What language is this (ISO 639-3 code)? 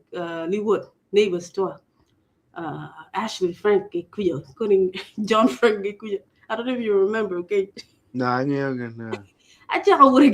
ach